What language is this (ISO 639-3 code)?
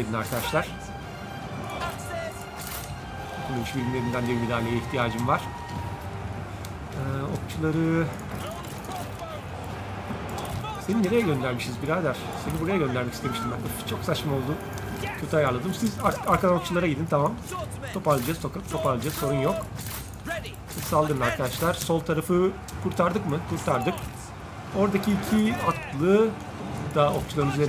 tur